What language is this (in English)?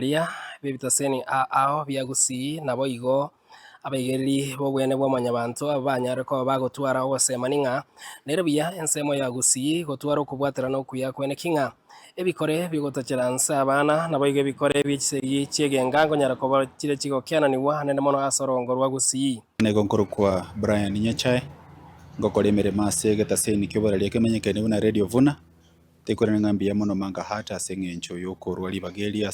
Gusii